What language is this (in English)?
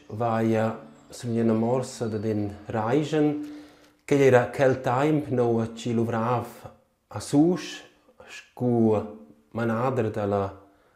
Romansh